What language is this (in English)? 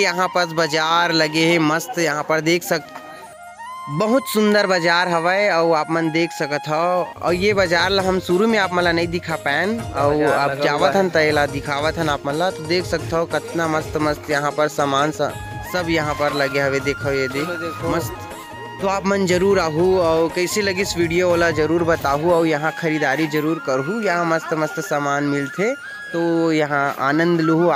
Chhattisgarhi